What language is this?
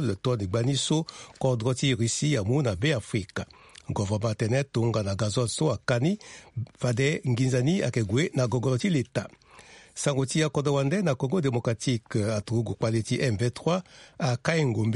Sango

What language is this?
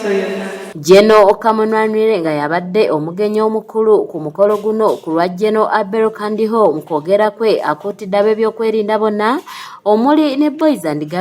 Ganda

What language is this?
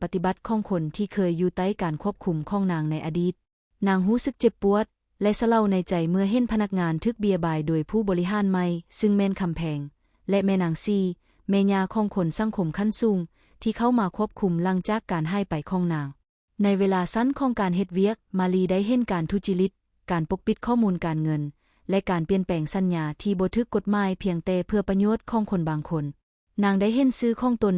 Lao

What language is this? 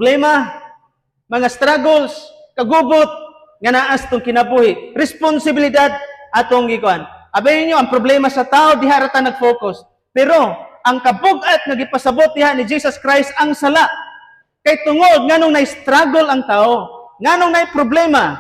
Cebuano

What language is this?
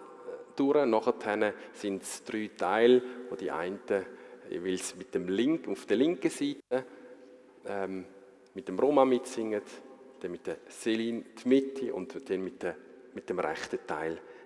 Swiss German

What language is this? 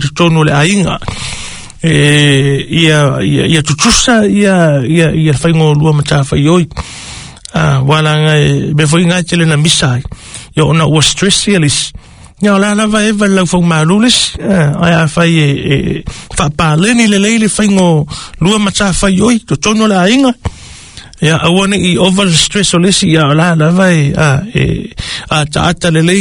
Samoan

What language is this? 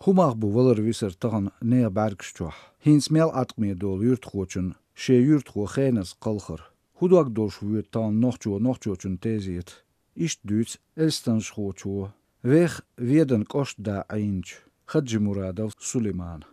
Chechen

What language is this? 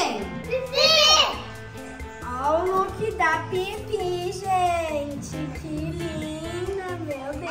Portuguese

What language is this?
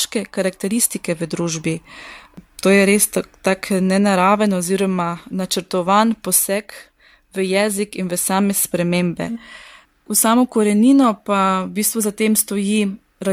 Slovenian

